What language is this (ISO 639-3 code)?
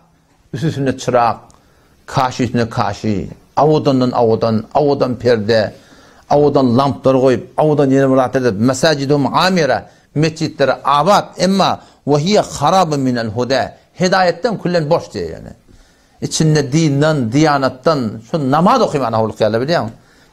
tuk